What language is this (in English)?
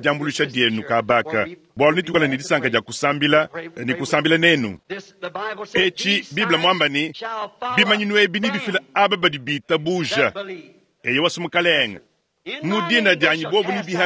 Luba-Lulua